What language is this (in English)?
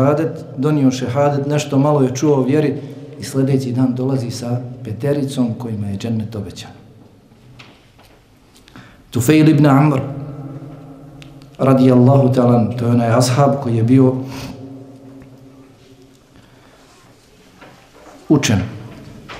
Bosnian